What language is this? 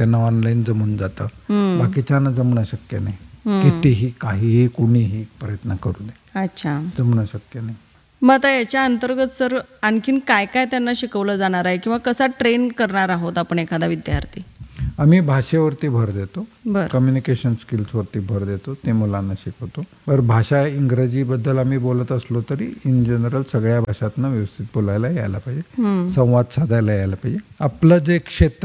Marathi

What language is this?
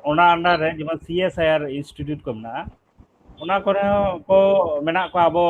Santali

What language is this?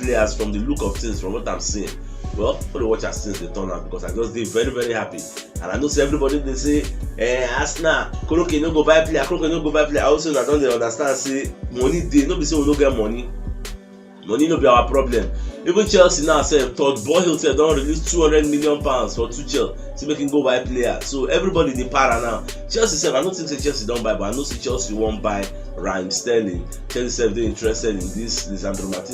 Nigerian Pidgin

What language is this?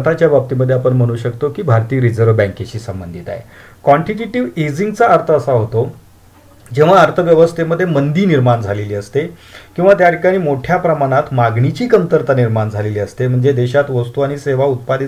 Marathi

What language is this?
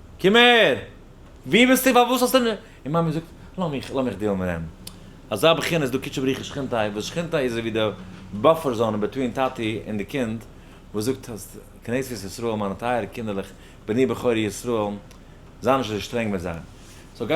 Yiddish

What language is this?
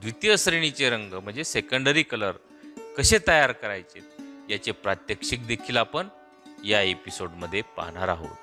Marathi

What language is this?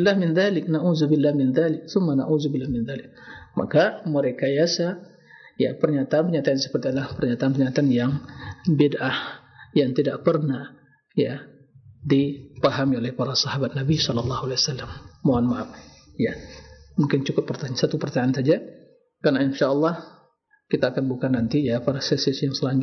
Indonesian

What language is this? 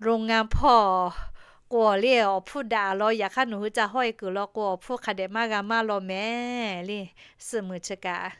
Lahu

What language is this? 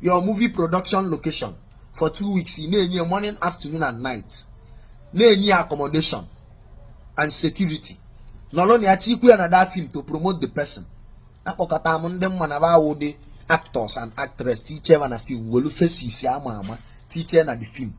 Igbo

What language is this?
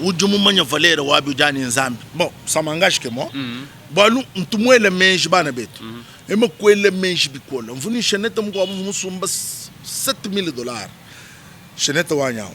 Luba-Lulua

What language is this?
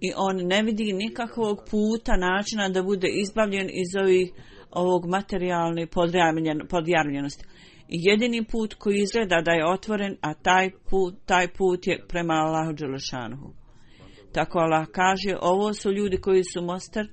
Bosnian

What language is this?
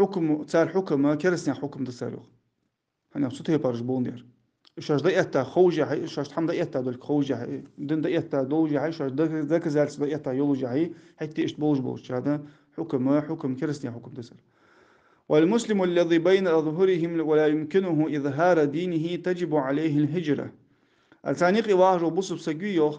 Ingush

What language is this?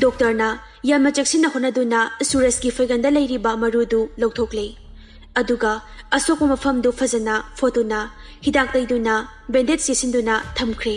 Manipuri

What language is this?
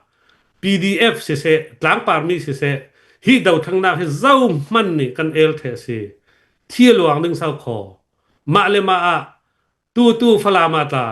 Hakha Chin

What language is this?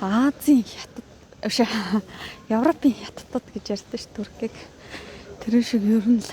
Mongolian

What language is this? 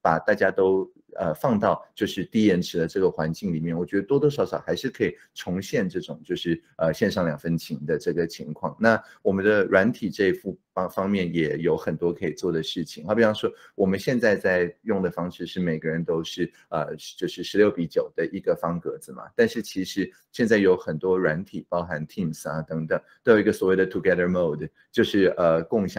Chinese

